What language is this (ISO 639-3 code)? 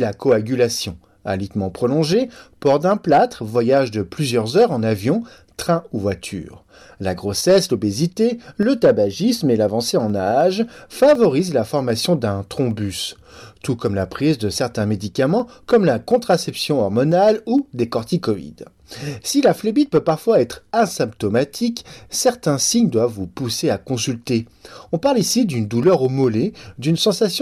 fra